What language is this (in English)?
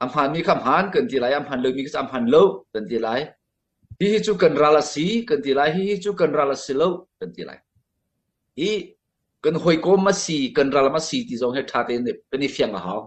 Hakha Chin